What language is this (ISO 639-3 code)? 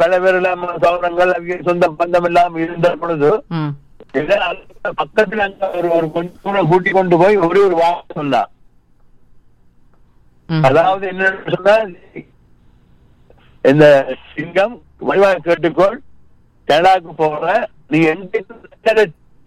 tam